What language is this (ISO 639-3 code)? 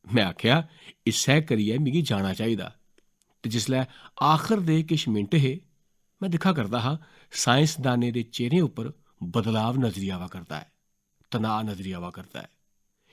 doi